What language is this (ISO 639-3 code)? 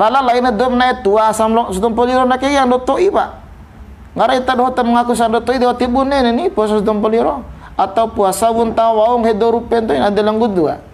bhp